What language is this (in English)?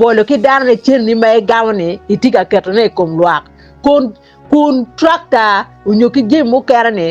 Acoli